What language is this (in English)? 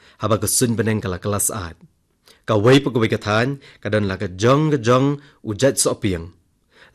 Khasi